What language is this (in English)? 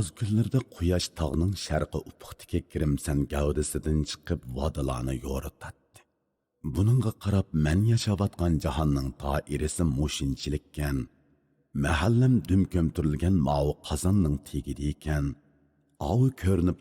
Uyghur